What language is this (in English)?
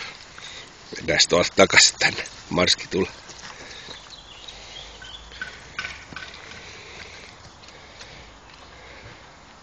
Finnish